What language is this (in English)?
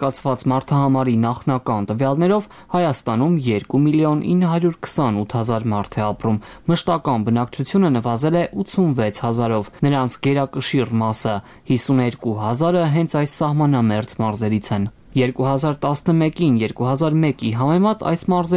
Armenian